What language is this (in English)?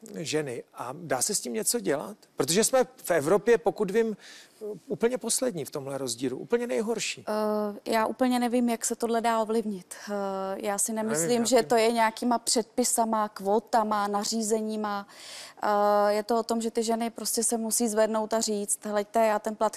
Czech